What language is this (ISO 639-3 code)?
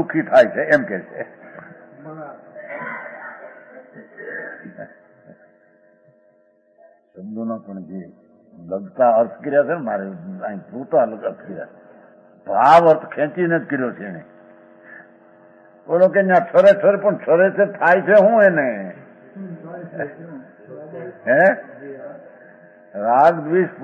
guj